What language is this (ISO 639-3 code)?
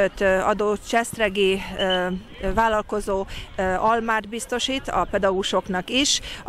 hun